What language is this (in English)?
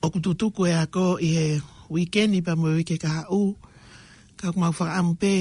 Tongan